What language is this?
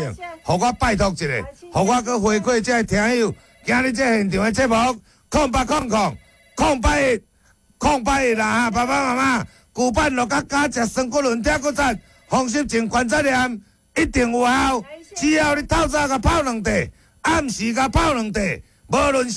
Min Nan Chinese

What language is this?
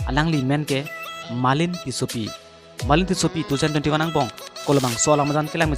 Karbi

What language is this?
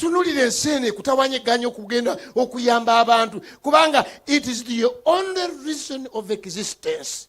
Ganda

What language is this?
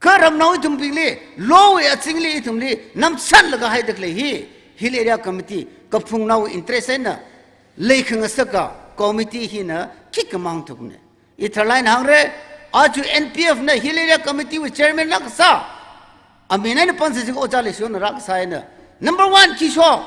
Tangkhul Naga (India)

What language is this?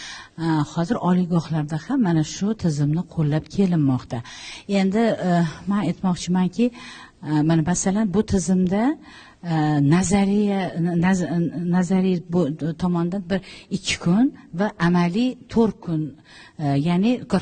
Uzbek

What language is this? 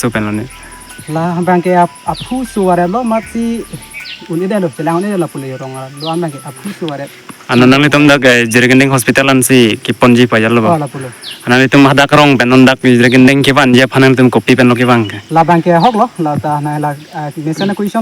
Karbi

